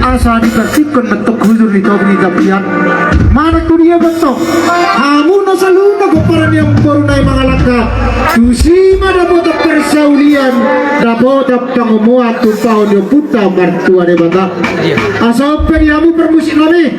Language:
Batak Toba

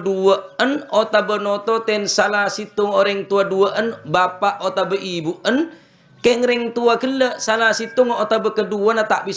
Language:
Madurese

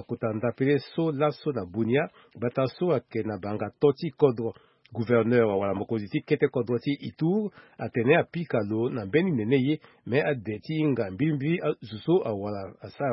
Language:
Sango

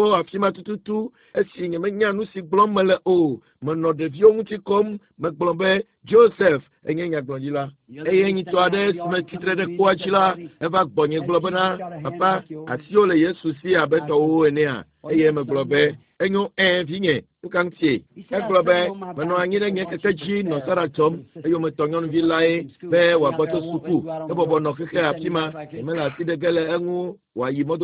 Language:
Ewe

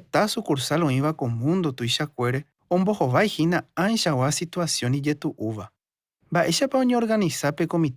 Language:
Guarani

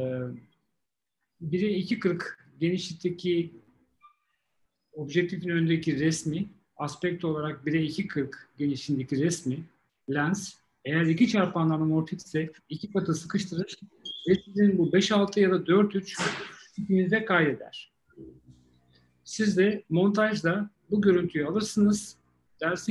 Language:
Turkish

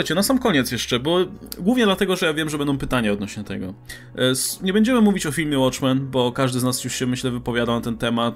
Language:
Polish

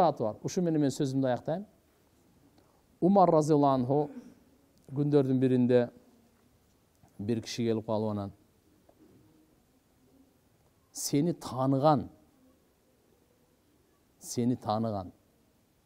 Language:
Kyrgyz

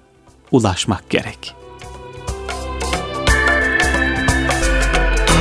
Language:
Turkish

